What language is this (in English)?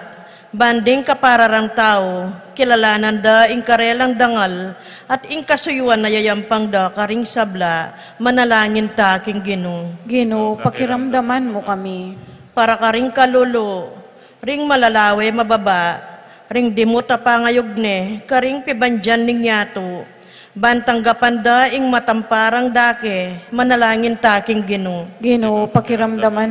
Pampanga